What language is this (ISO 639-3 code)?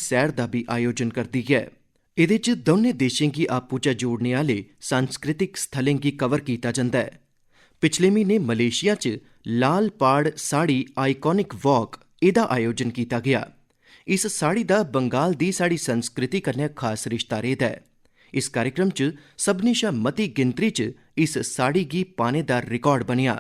doi